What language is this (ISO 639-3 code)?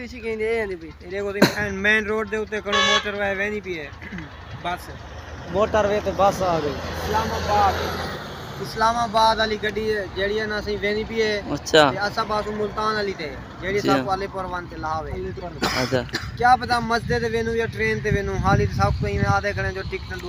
skr